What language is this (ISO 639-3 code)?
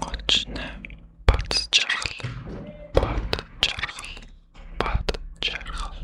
mon